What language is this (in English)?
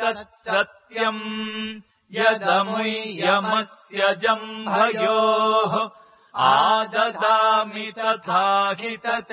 Sanskrit